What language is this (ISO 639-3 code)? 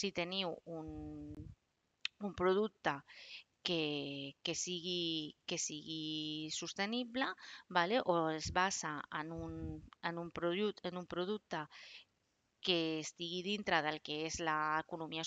cat